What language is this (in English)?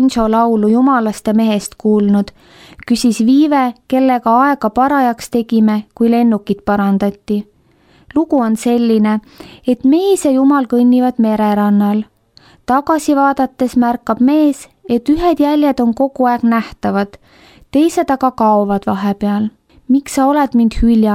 Estonian